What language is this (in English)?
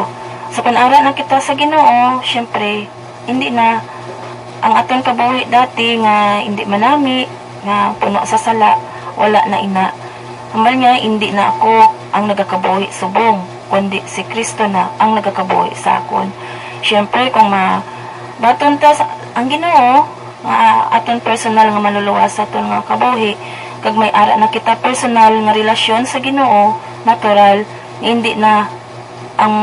Hiligaynon